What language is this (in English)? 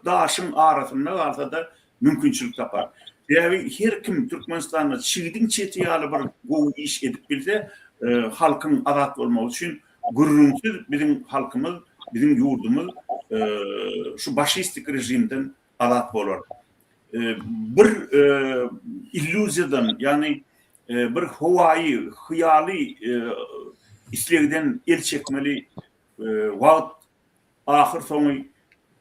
Turkmen